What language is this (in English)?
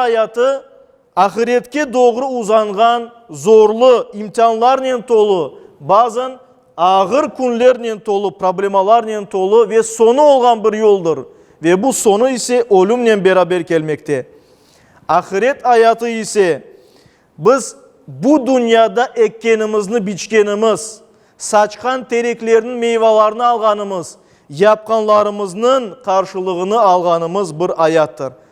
Crimean Tatar